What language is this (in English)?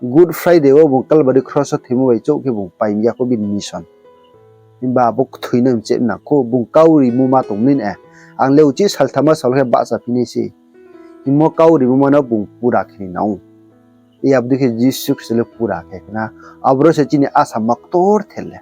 Riang (India)